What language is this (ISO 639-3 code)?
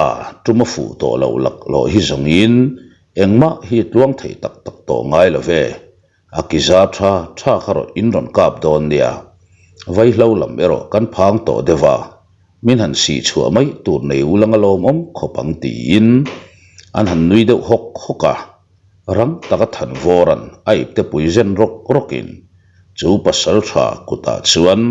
lus